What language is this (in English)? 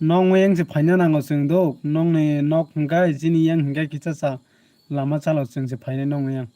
Kok Borok